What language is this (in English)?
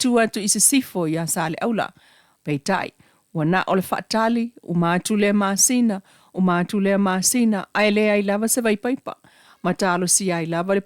Samoan